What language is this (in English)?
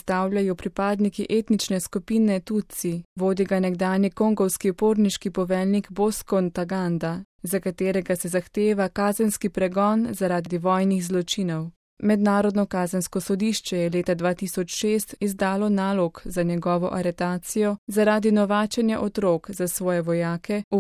Slovenian